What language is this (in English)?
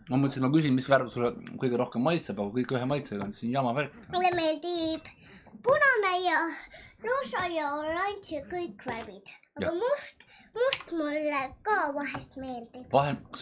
Estonian